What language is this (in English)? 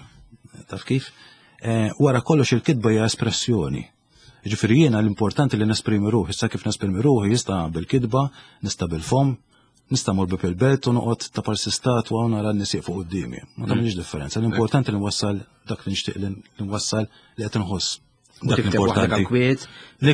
Maltese